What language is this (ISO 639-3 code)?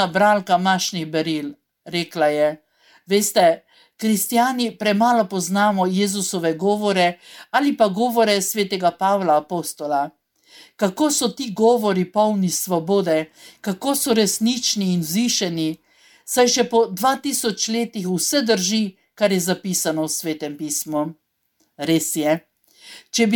slv